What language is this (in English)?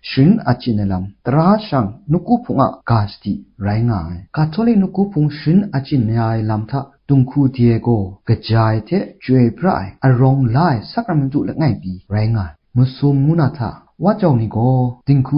Kachin